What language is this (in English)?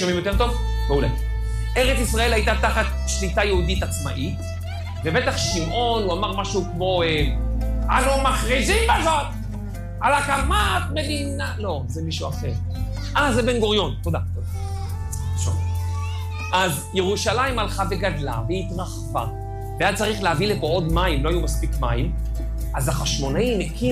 Hebrew